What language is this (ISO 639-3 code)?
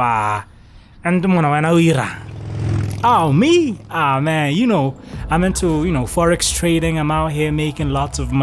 tsn